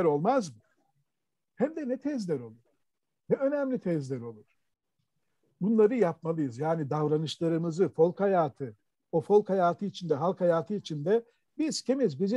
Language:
Turkish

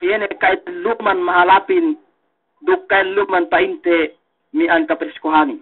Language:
Yakan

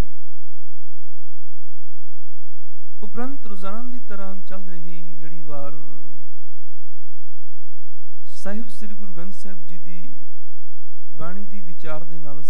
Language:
Punjabi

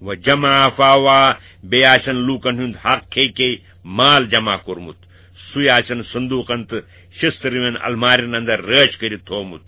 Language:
Kashmiri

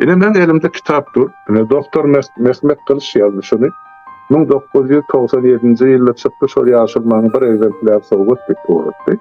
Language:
Turkmen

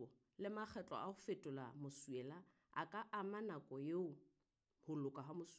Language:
Southern Sotho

